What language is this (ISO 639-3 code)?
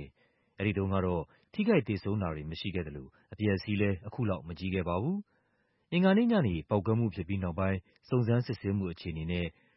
mya